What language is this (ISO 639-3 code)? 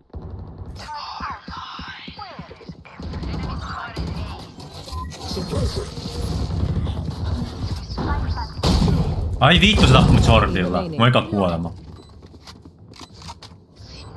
fin